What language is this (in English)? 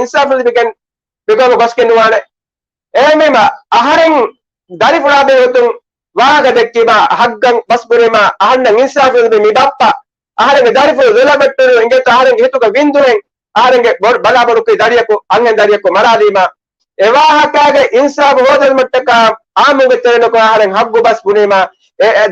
Divehi